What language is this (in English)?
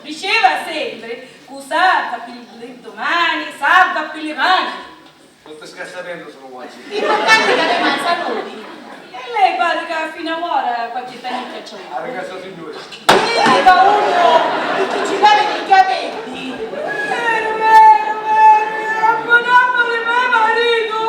Sicilian